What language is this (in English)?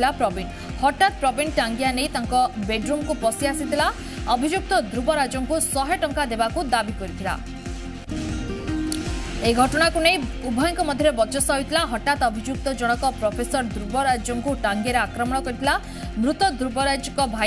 Odia